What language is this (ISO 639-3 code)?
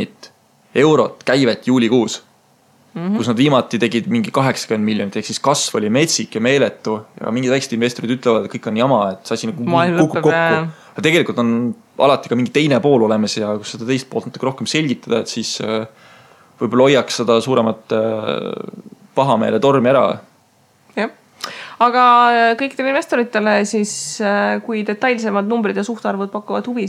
est